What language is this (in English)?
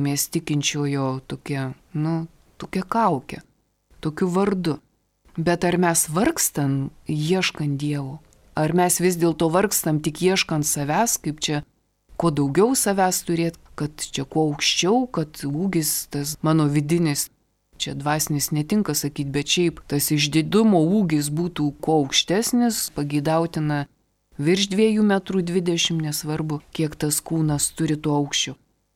Lithuanian